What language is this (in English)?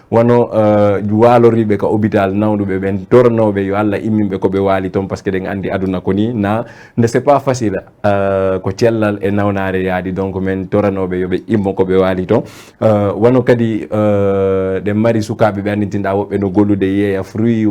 Fula